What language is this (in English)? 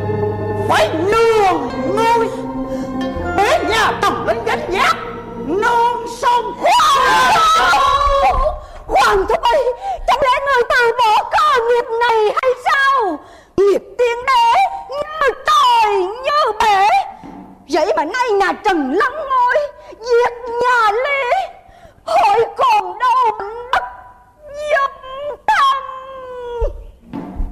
Vietnamese